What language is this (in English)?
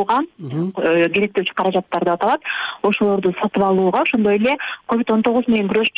Kyrgyz